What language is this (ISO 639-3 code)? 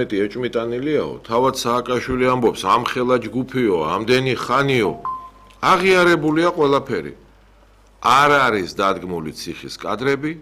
kat